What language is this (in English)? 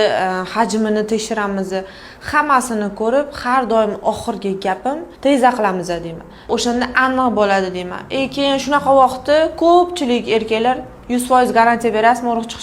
Uzbek